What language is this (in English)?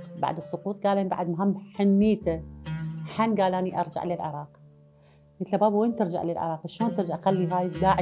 Mesopotamian Arabic